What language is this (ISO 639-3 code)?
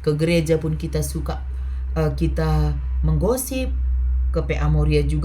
btx